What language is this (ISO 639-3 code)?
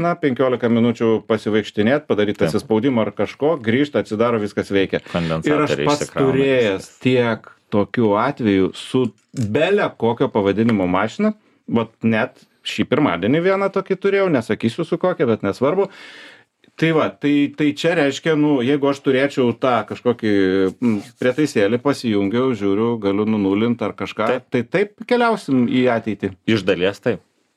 lit